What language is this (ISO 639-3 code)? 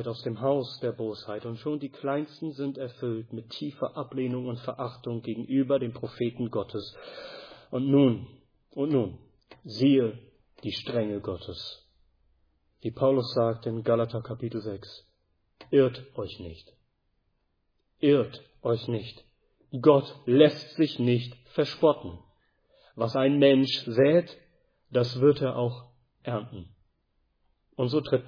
deu